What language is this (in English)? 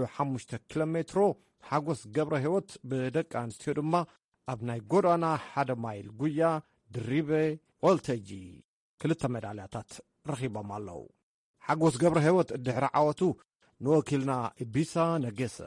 Tigrinya